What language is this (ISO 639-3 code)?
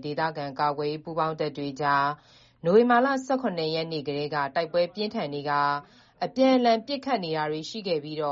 mya